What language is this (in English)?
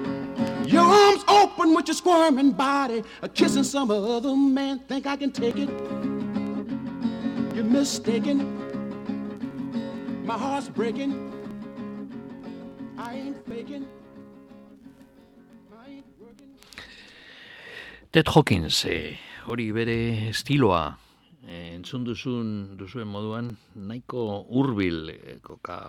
Basque